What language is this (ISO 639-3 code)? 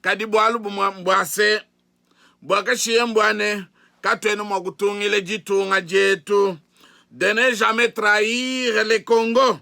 lua